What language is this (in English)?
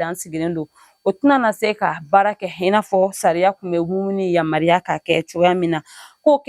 Bambara